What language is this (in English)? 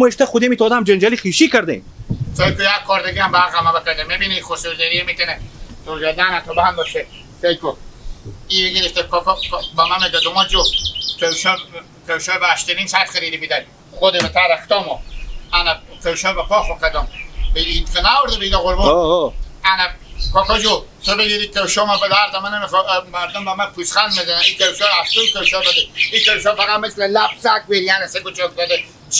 Hazaragi